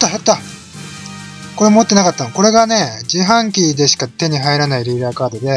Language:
Japanese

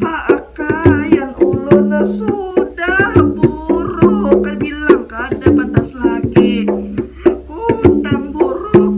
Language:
Banjar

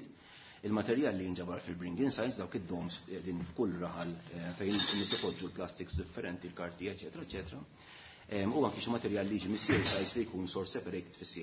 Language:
Maltese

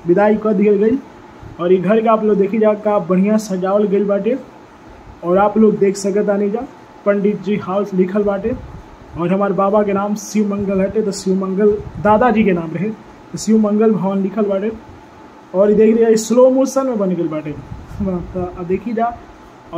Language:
Bhojpuri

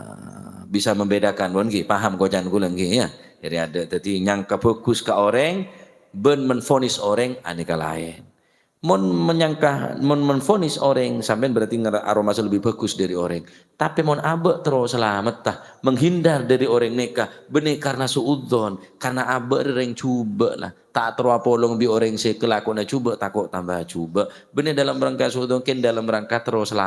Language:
Madurese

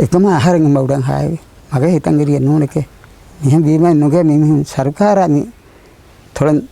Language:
Divehi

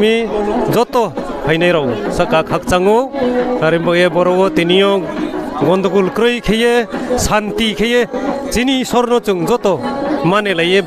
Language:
Riang (India)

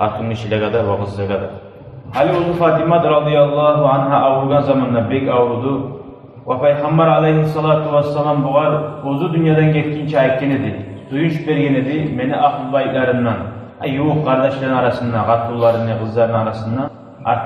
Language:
Kumyk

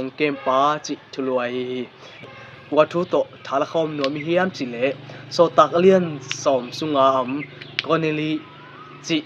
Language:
Tedim Chin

